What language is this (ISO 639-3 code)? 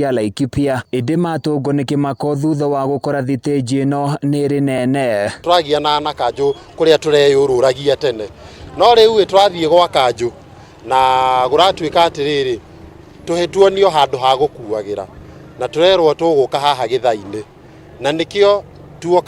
kik